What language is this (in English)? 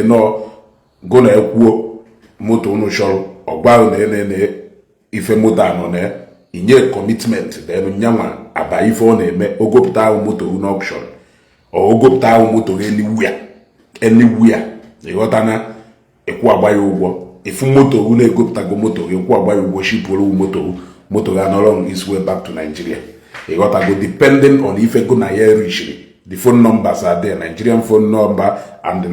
Igbo